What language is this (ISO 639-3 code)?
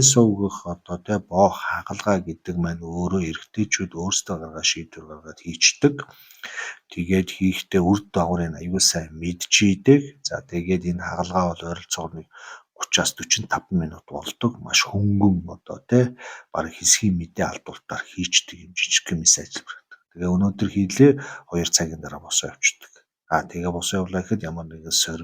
mon